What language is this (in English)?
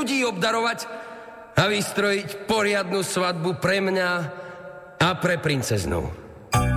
Slovak